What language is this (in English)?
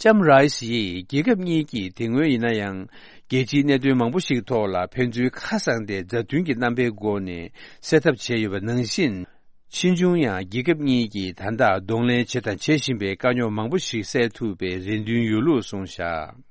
Tibetan